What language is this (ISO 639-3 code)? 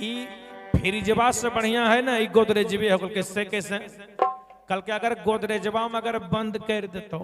mag